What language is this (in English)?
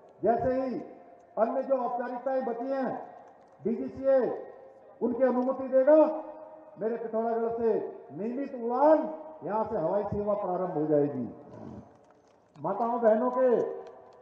Hindi